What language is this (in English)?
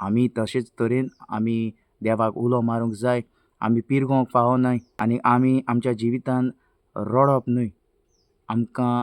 Konkani